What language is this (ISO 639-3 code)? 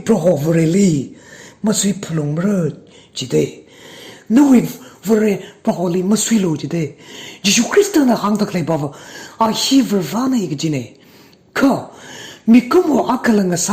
nmf